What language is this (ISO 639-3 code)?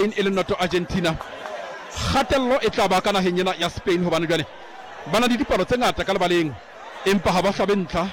sot